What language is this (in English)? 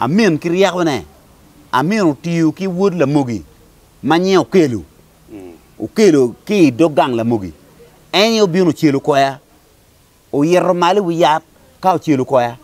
Acoli